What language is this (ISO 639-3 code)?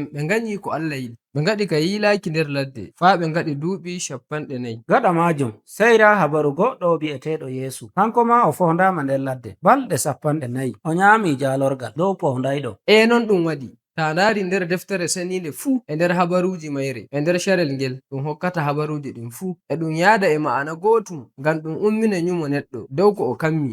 fuv